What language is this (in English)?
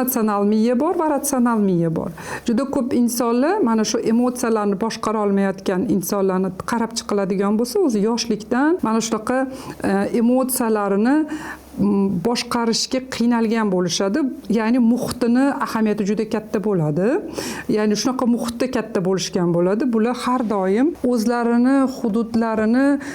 Uzbek